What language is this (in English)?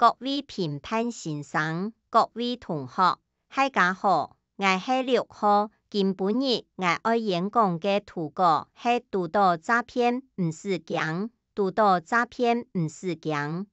Hakka Chinese